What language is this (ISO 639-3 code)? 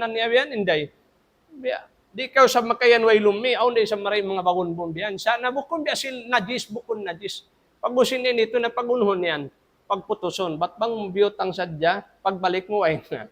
tsg